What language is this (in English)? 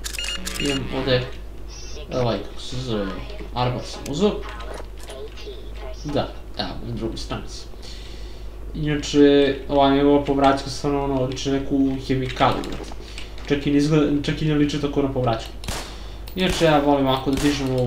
Serbian